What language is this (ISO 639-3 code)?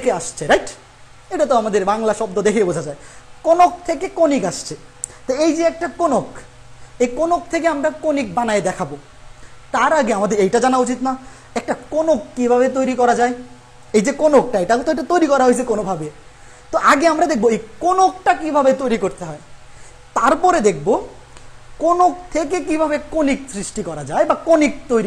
ben